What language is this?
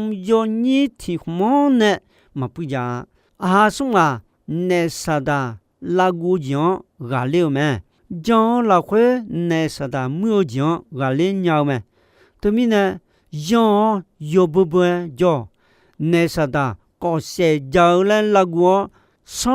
Akha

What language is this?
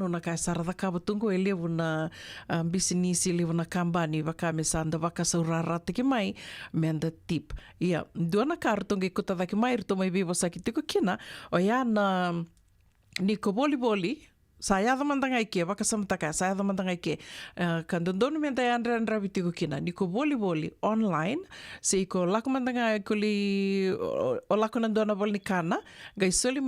Fijian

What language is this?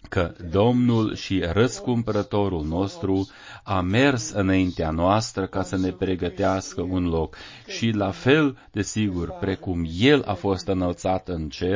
Romanian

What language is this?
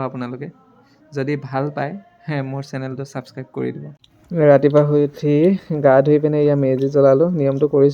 Assamese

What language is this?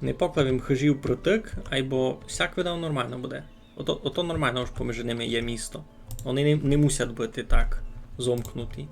Rusyn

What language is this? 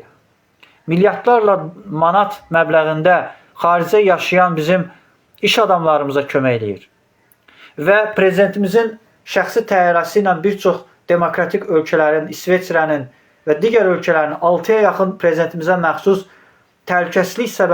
Azerbaijani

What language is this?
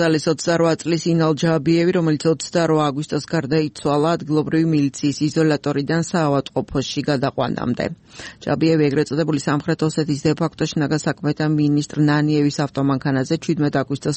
Georgian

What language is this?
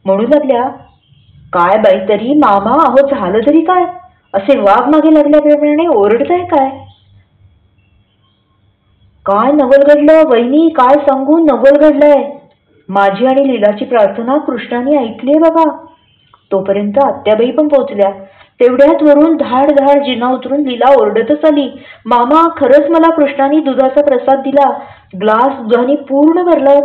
Marathi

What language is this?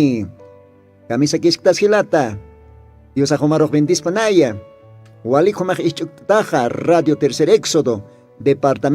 Aymara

